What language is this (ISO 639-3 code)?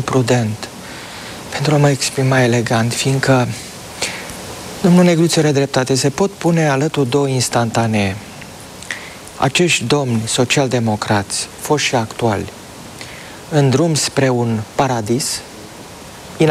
ron